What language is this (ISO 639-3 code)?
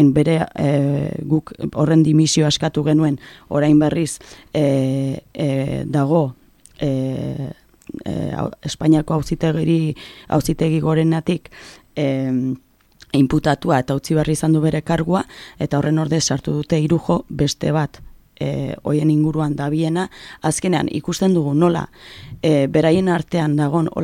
eus